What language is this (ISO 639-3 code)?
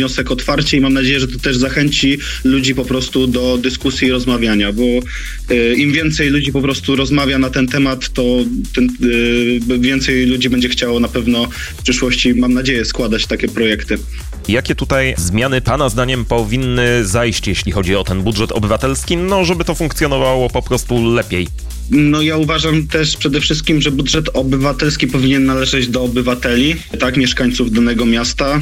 pol